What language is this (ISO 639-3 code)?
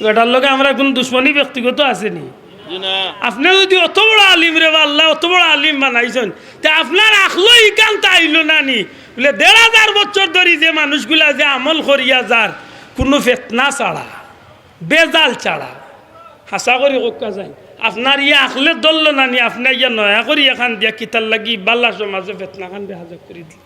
syl